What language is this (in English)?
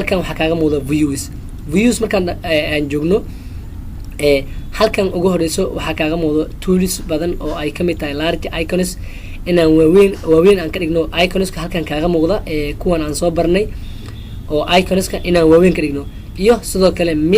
Somali